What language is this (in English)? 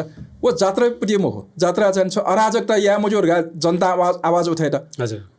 Newari